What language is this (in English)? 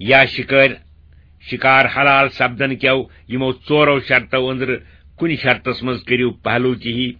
Kashmiri